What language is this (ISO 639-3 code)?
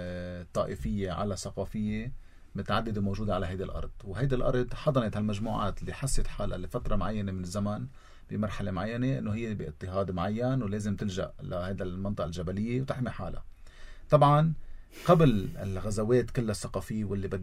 apc